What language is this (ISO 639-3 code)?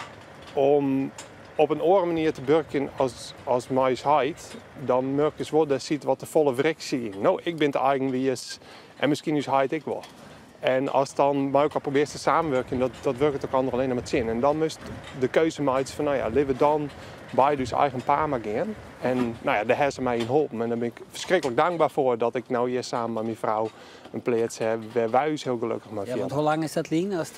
fry